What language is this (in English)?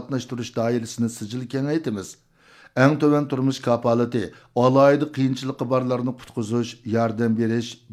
Uyghur